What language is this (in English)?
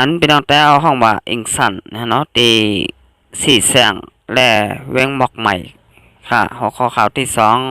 Shan